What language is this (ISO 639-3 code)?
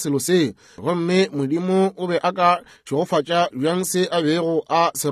nso